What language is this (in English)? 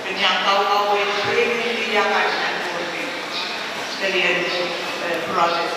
Pohnpeian